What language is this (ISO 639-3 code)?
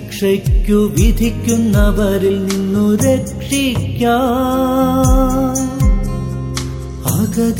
mal